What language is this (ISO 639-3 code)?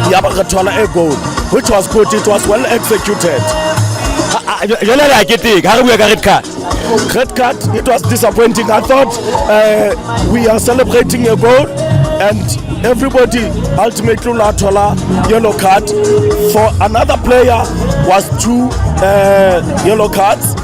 sot